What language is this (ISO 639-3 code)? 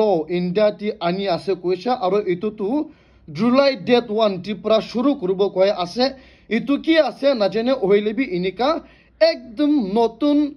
nag